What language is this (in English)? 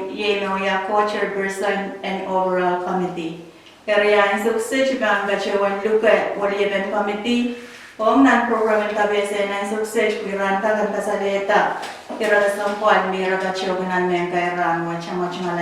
Pohnpeian